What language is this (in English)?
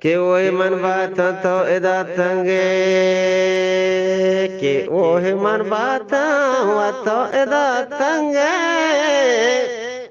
Eastern Balochi